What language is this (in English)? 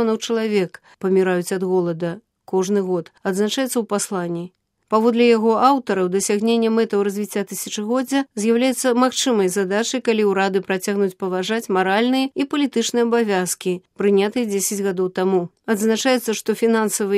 Belarusian